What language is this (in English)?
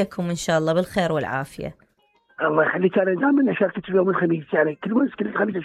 Mesopotamian Arabic